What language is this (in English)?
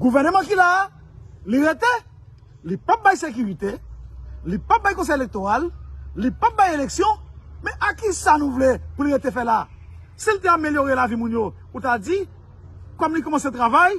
Haitian Creole